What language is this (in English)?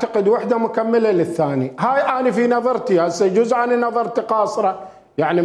Mesopotamian Arabic